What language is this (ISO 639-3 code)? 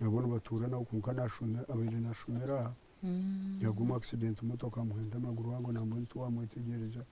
nyn